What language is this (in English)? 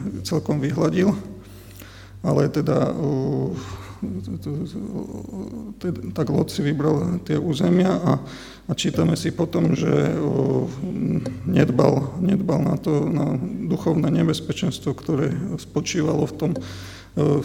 Slovak